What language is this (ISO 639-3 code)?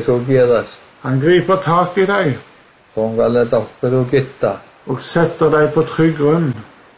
nor